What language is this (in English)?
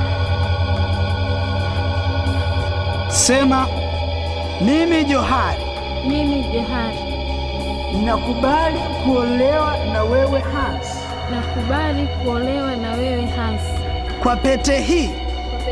Swahili